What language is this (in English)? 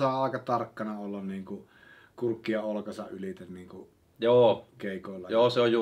Finnish